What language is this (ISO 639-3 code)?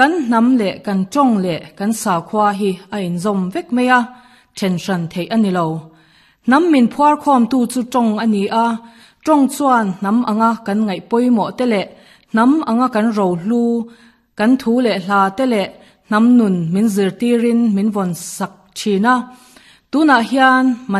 lus